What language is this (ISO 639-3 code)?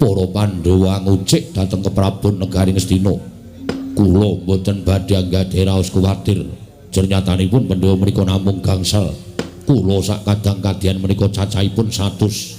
jav